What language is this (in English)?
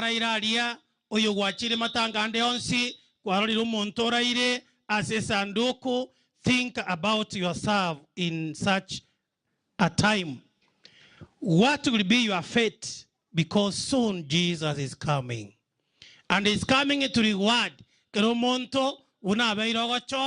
Gusii